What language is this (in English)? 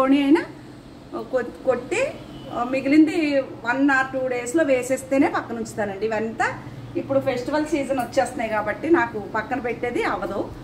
Telugu